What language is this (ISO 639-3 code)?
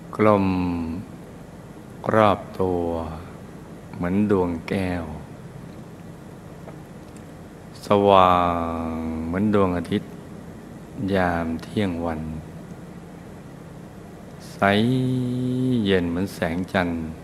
tha